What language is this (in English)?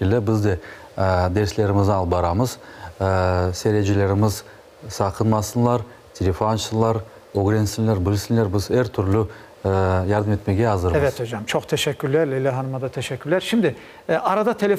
Crimean Tatar